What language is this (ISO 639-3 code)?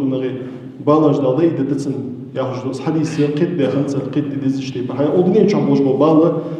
inh